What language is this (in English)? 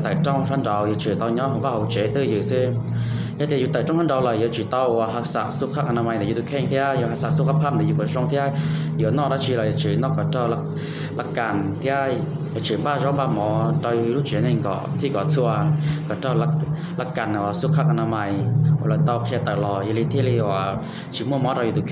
Hmong